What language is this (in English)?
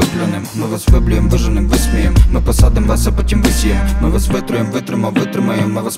Ukrainian